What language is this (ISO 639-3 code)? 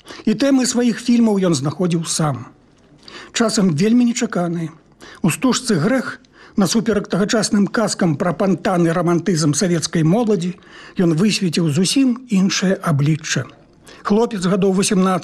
bel